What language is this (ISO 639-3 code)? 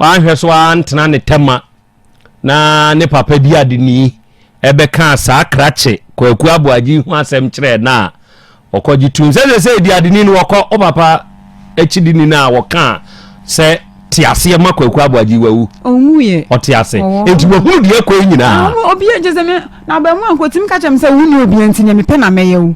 aka